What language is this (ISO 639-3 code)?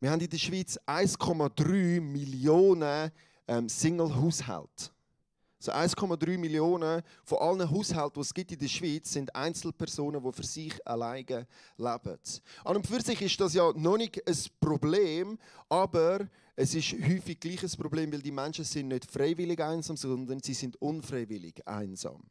gsw